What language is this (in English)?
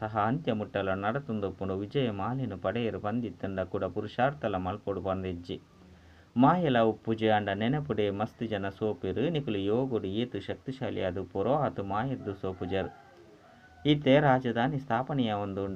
Tulu